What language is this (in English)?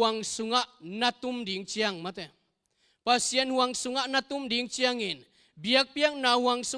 Tedim Chin